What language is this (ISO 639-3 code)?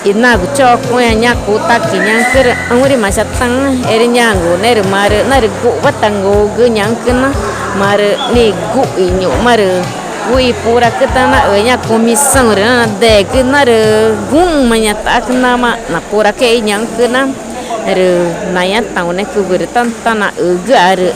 tca